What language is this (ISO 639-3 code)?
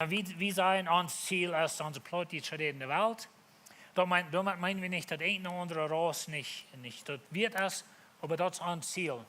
pdt